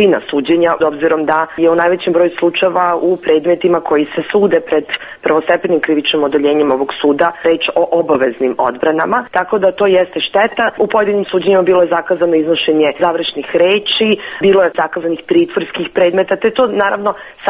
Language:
Serbian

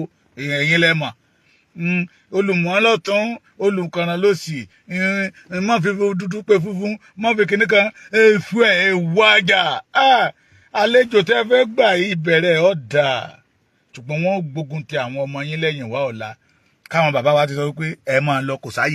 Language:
Yoruba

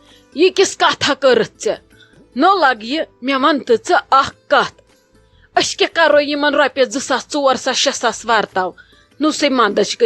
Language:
Kashmiri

